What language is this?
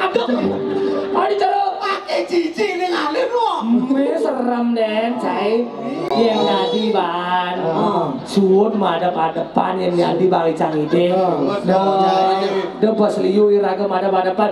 Balinese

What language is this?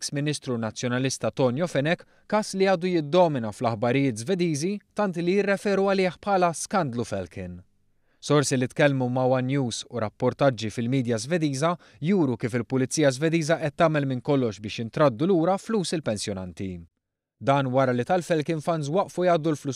Maltese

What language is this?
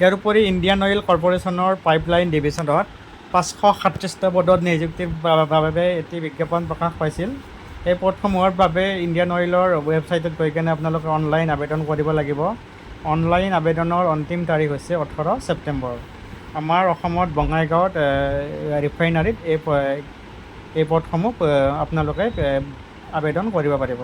Assamese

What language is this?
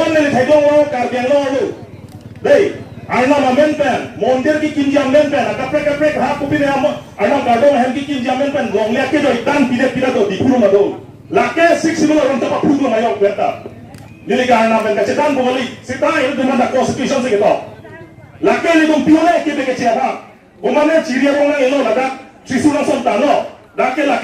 Karbi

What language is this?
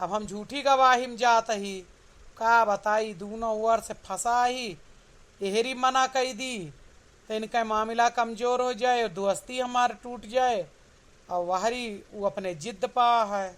Awadhi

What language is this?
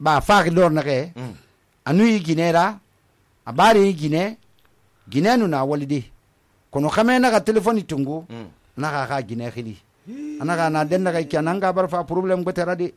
Susu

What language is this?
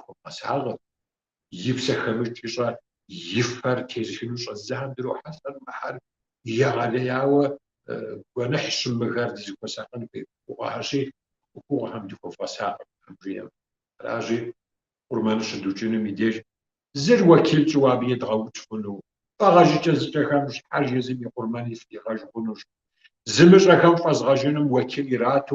Kabardian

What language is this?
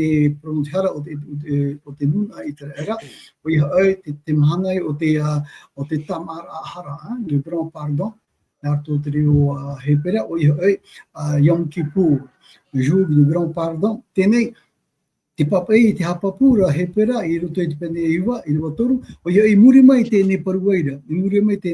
Tahitian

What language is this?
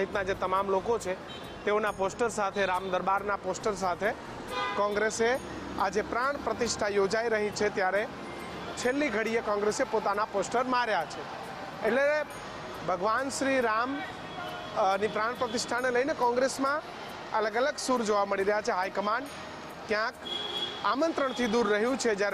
Gujarati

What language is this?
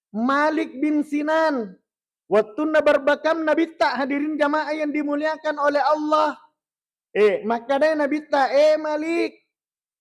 Buginese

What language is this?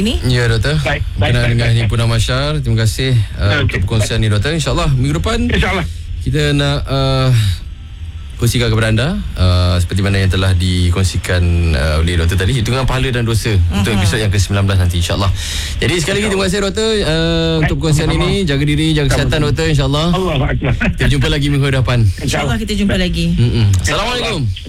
Malay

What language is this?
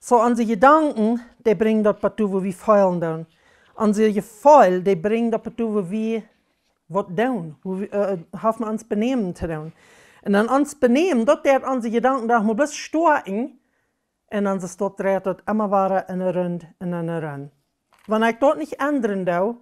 Plautdietsch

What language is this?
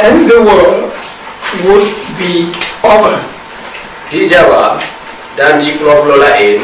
Achinese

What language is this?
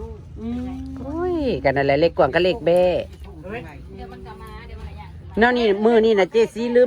Northeastern Thai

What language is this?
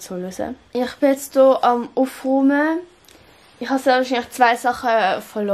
Swiss German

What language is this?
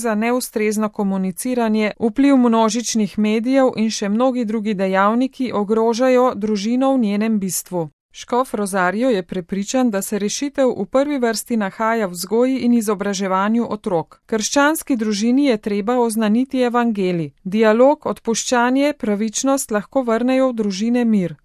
Slovenian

